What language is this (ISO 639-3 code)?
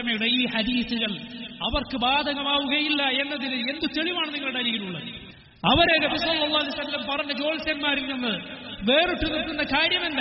mal